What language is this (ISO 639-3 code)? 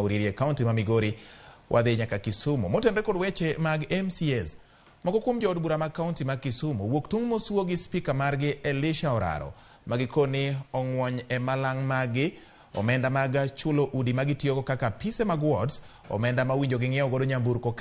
luo